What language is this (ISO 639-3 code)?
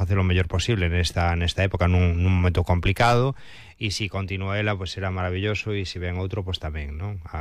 glg